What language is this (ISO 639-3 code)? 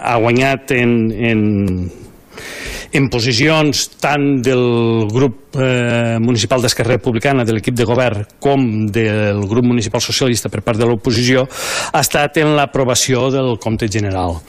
cat